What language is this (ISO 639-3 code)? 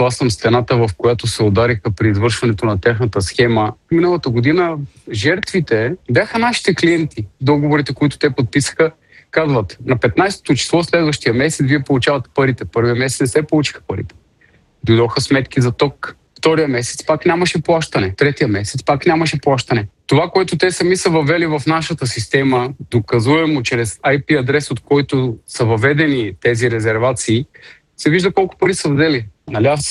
bul